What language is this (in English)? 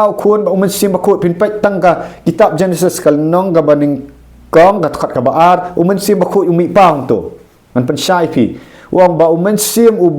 Khasi